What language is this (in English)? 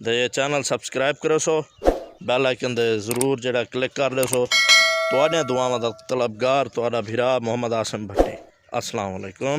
Saraiki